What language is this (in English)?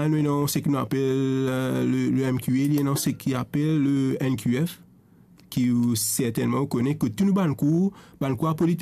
Morisyen